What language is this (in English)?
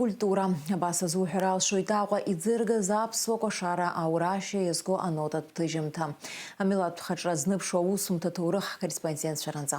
Abkhazian